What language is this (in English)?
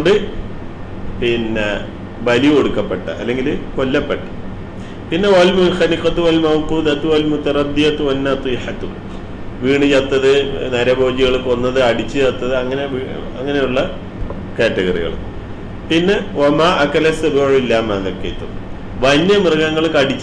Malayalam